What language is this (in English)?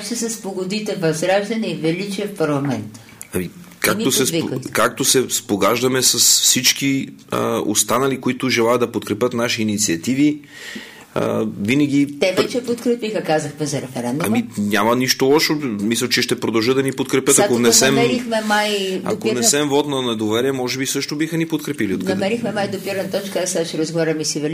Bulgarian